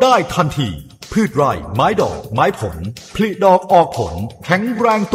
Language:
Thai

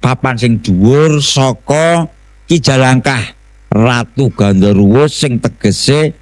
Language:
Javanese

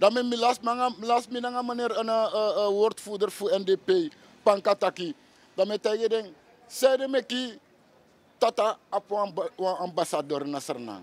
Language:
Sranan Tongo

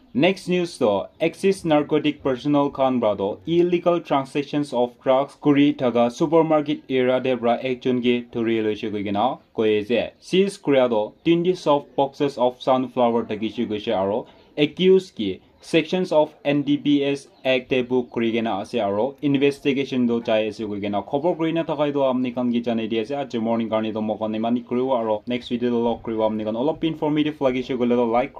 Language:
Naga Pidgin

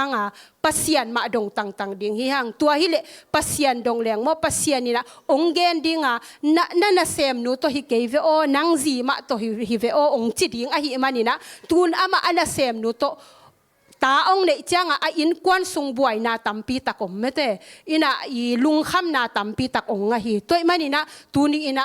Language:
Tedim Chin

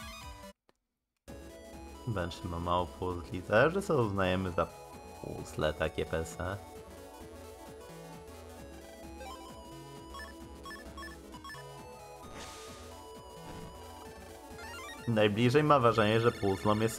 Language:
Polish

